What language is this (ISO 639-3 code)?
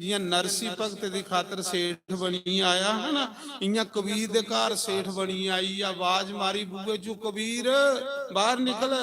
doi